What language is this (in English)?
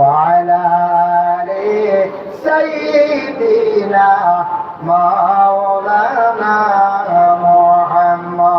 Sylheti